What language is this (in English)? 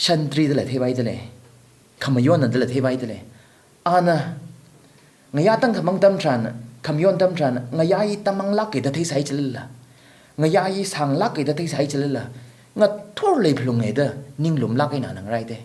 Tangkhul Naga (India)